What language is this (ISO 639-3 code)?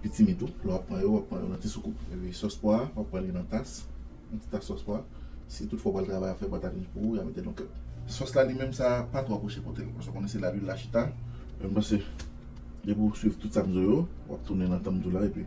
hat